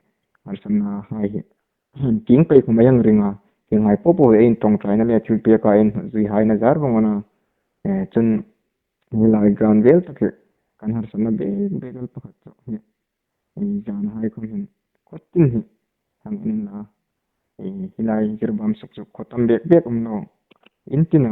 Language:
Hmar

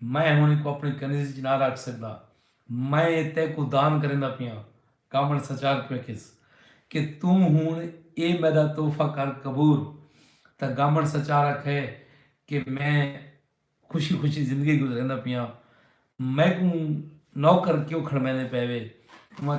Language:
Saraiki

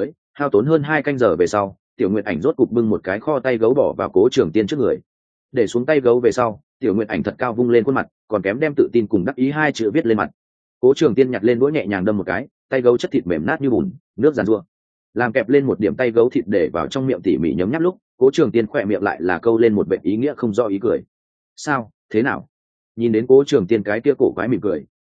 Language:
Vietnamese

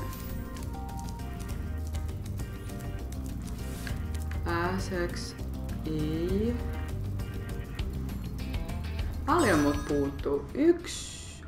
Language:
Finnish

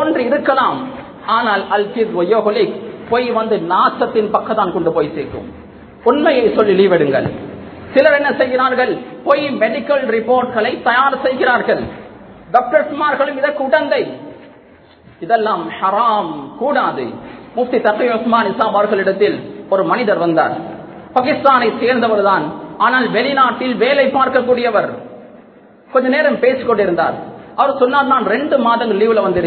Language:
Tamil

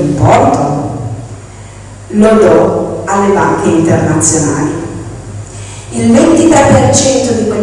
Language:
Italian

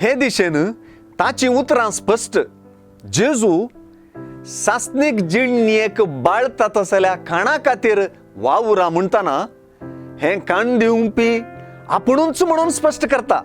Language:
Konkani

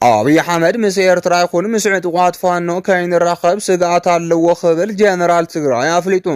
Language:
Tigrinya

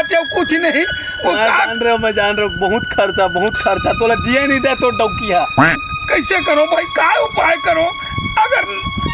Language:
Chhattisgarhi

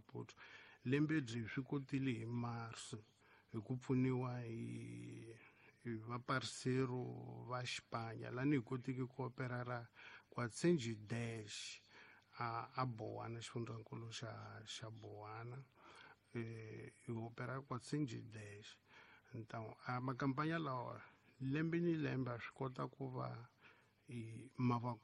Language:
Tsonga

